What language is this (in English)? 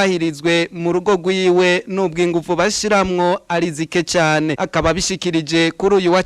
Rundi